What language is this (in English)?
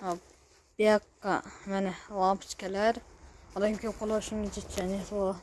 Uzbek